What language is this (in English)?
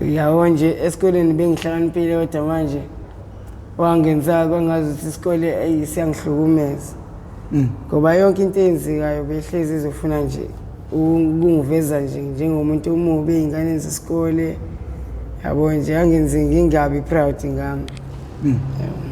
Zulu